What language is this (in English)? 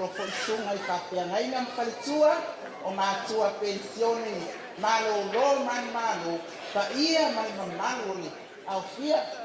Samoan